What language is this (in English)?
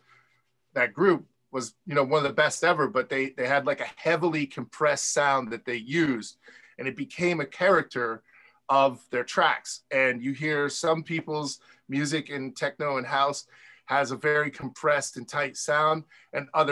English